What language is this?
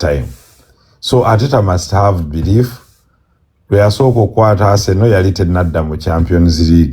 Ganda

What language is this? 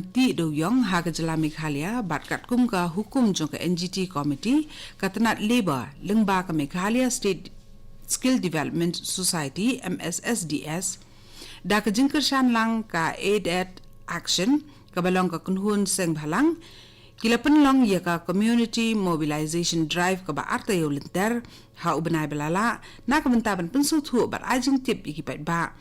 Khasi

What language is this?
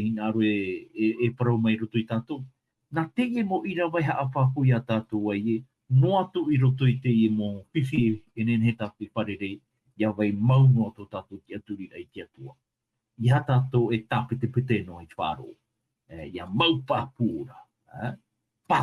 Tahitian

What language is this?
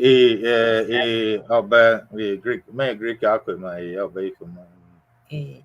Ewe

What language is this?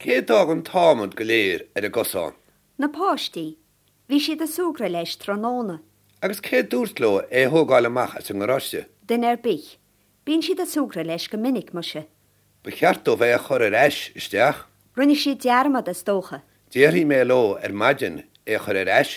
Irish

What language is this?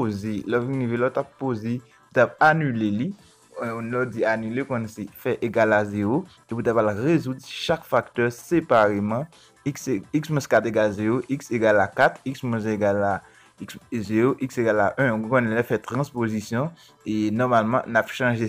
Haitian Creole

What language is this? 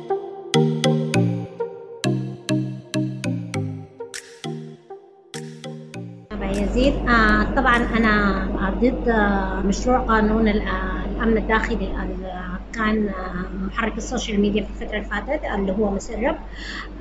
Sudanese Arabic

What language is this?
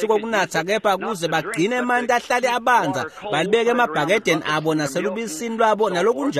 Swati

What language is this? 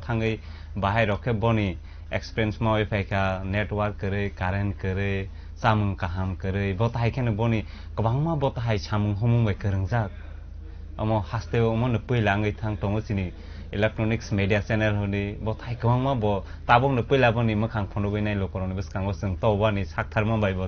Kok Borok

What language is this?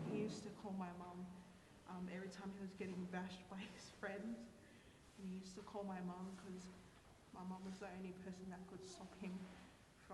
Tongan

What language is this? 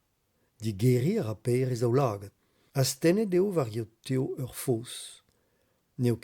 Breton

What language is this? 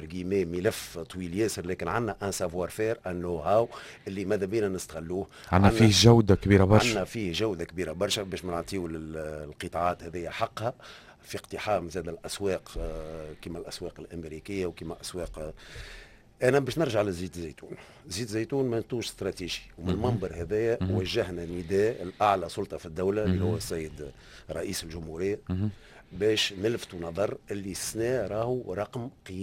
Tunisian Arabic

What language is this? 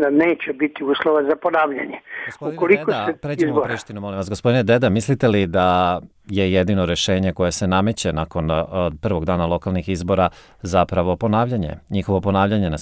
Serbian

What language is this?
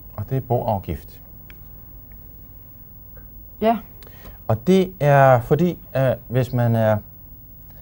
Danish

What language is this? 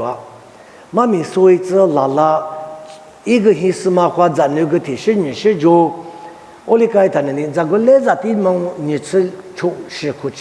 Lisu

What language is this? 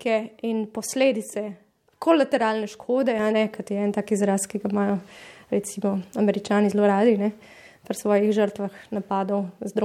Slovenian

